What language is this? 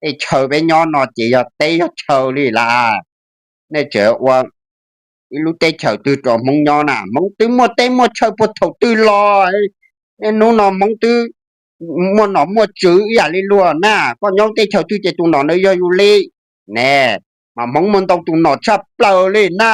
Hmong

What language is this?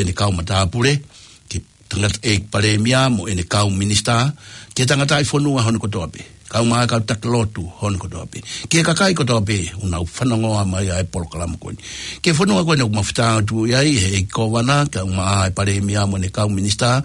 Tongan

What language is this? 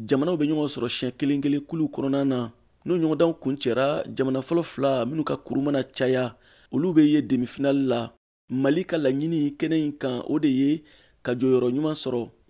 Bambara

